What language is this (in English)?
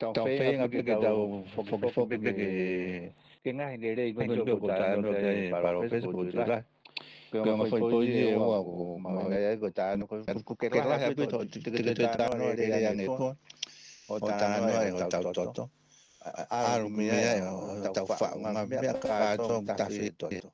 Tongan